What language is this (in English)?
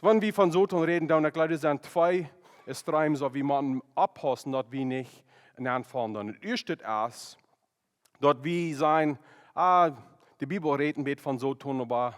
Plautdietsch